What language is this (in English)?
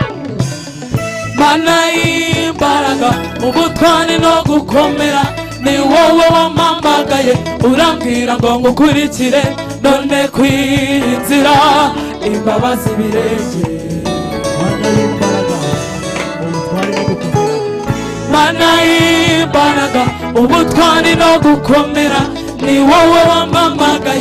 Kinyarwanda